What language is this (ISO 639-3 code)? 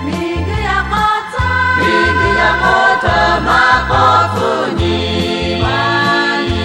lhu